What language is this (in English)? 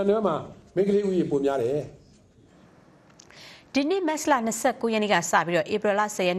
Burmese